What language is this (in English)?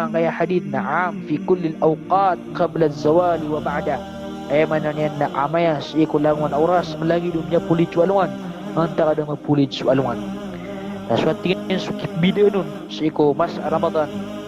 Maranao